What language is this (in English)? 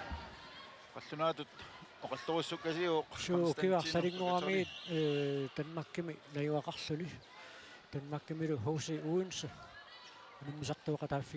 Kalaallisut